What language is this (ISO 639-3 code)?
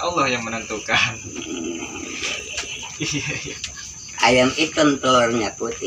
bew